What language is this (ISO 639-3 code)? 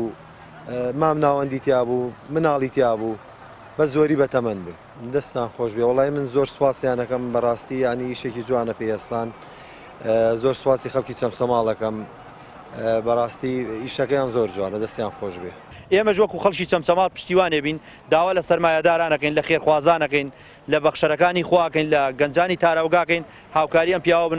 ckb